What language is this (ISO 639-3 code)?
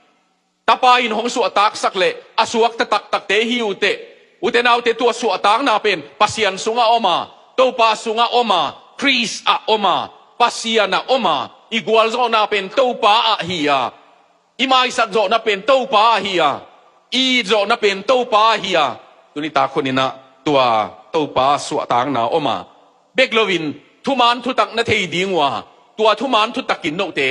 ctd